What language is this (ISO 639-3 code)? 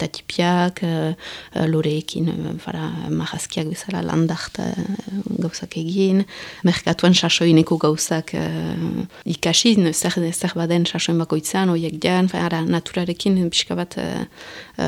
eus